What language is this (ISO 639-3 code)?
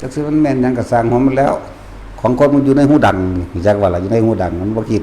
tts